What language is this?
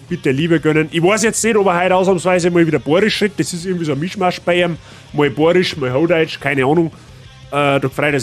Bavarian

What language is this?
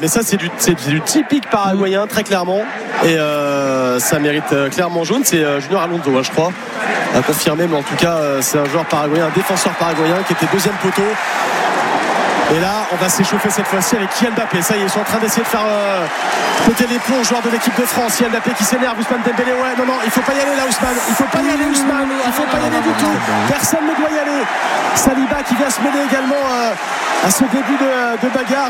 French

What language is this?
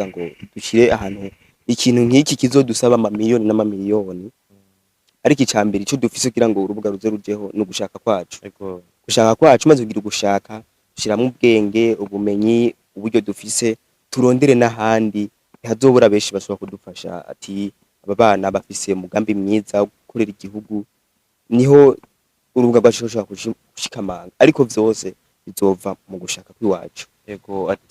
Rundi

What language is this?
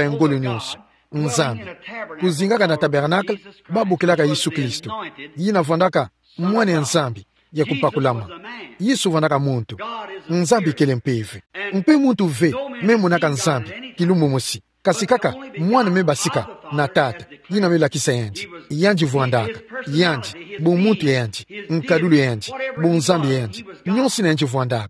Kituba (Democratic Republic of Congo)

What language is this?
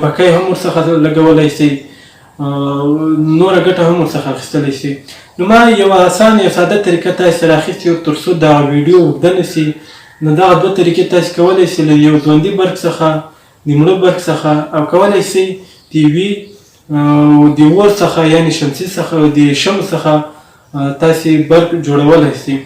Pashto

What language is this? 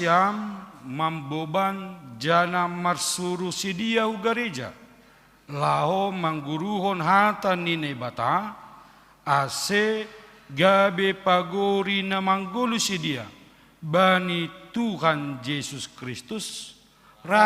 Batak Simalungun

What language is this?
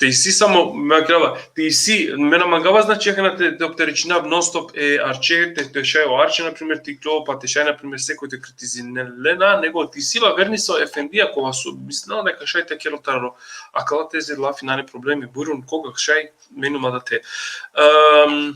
Balkan Romani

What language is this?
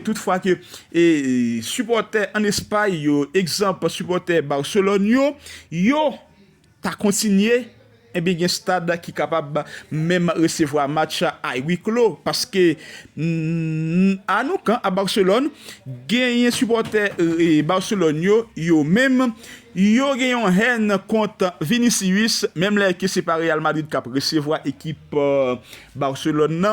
Haitian Creole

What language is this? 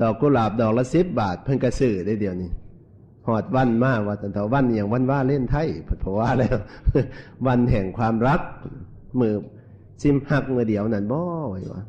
Northeastern Thai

